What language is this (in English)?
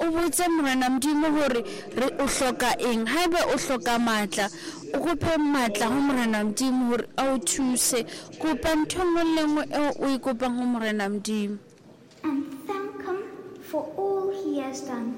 Southern Sotho